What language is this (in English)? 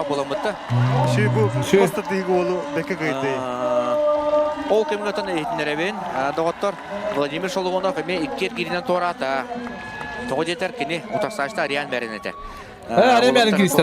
Yakut